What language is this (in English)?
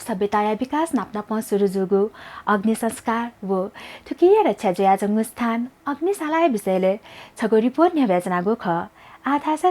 Newari